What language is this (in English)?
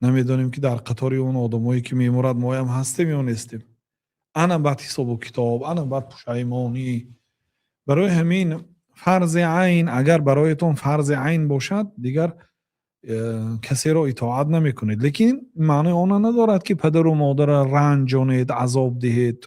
Tajik